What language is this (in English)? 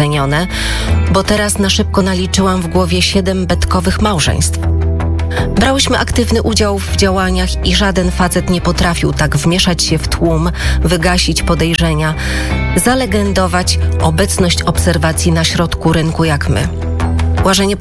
Polish